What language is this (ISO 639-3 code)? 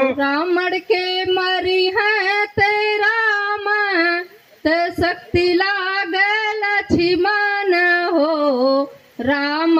bho